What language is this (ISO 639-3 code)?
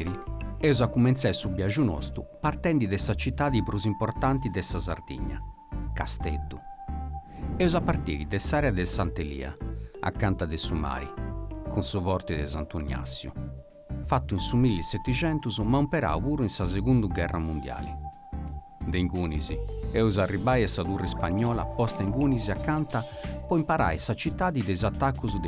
srd